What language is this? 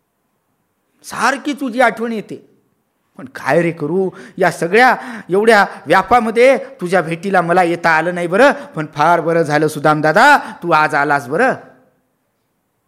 Marathi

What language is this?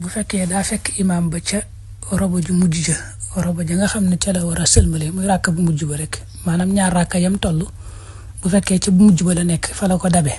Wolof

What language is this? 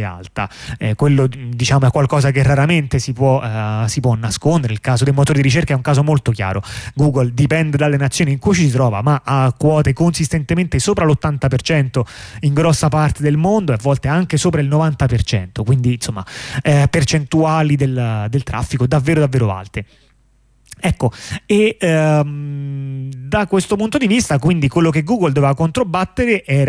Italian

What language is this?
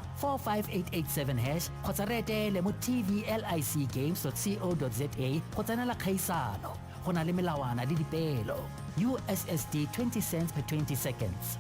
Tswana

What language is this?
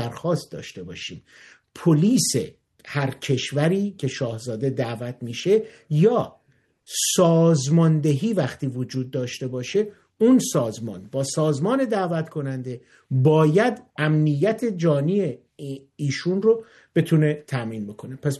Persian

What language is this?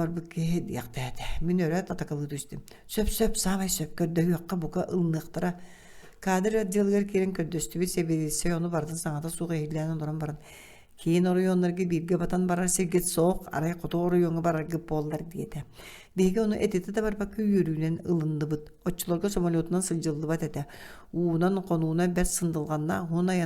Yakut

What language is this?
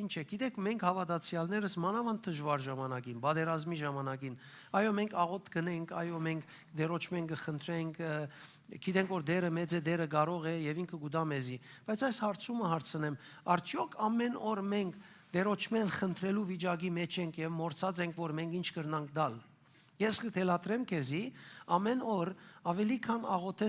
Western Armenian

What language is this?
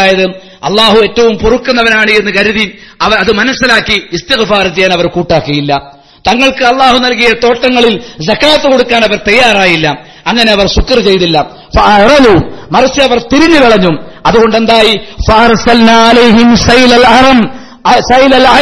Malayalam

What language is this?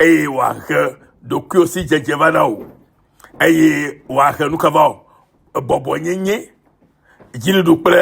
Ewe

